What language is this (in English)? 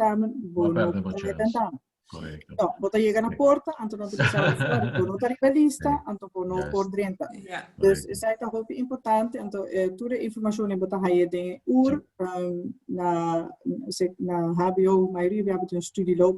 Papiamento